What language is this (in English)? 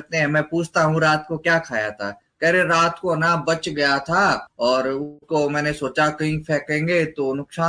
Hindi